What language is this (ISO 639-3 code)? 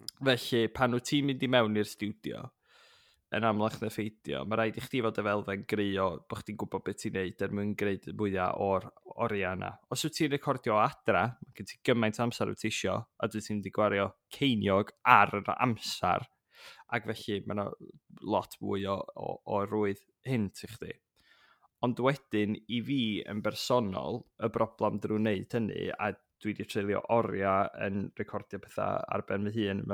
cym